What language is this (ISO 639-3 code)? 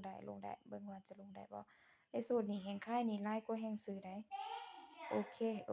lao